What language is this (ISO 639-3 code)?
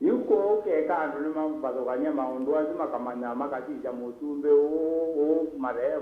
kam